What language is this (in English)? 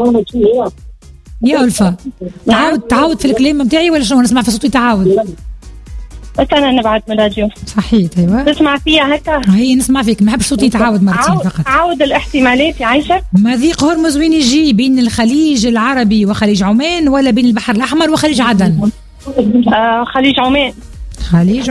Tunisian Arabic